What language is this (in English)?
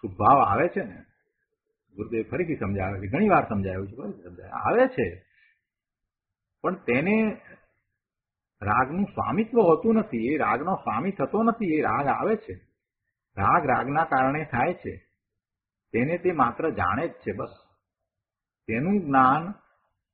Gujarati